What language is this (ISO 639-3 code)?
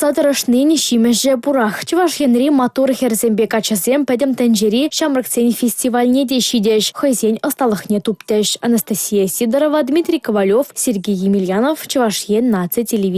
chv